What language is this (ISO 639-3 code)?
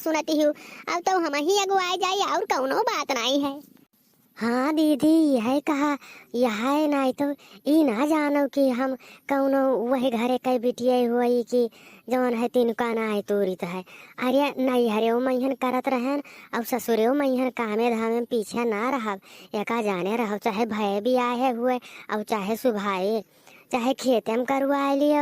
awa